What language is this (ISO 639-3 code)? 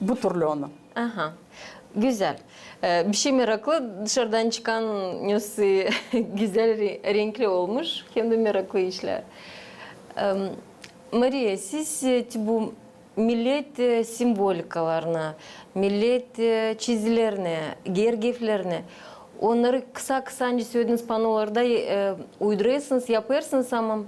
gag